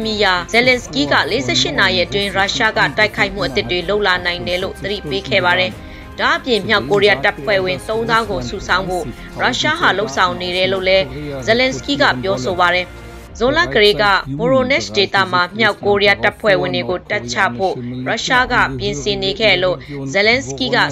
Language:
Burmese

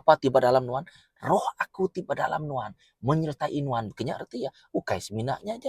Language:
Iban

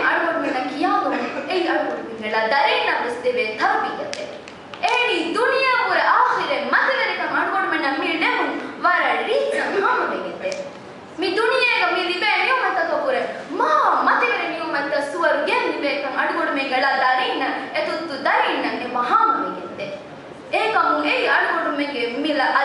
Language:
Divehi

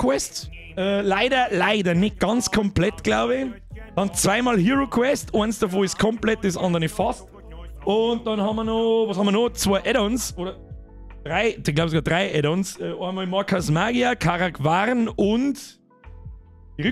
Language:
Bavarian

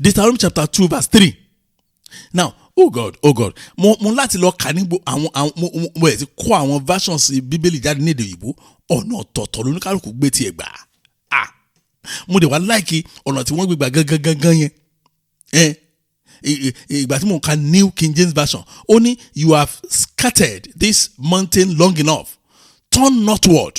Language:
Yoruba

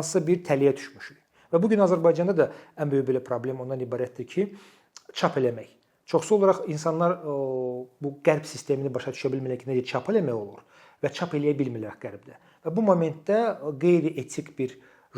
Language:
Azerbaijani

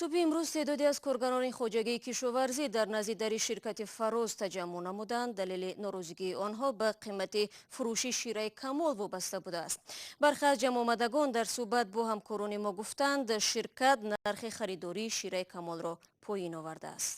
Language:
Tajik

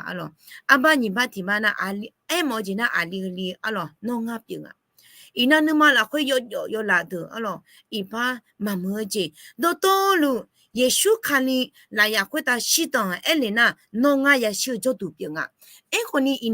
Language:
Akha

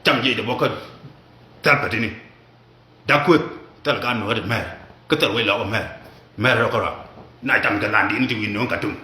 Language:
Nuer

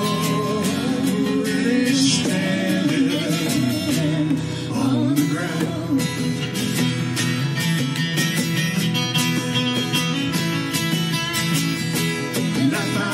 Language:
English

